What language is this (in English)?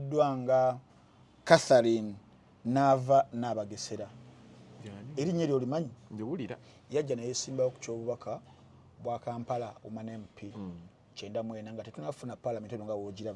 Ganda